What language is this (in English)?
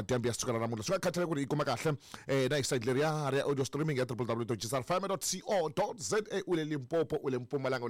Tsonga